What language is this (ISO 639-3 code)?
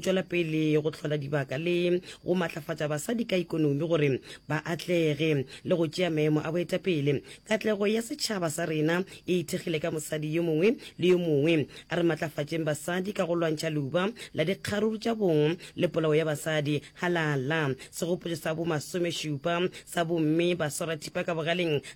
nso